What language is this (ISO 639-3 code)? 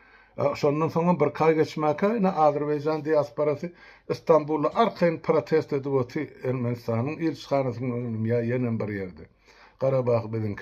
tuk